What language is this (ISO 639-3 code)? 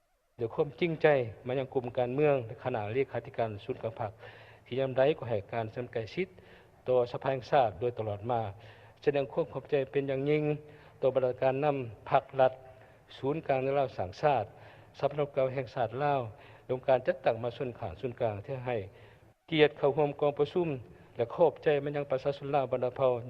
lao